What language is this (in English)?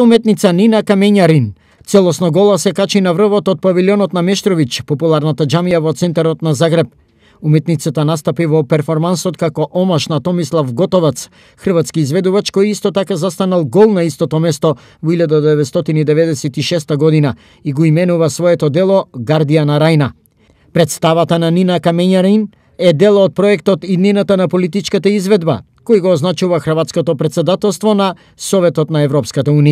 Macedonian